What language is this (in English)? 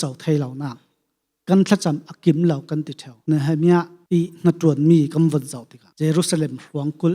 Falam Chin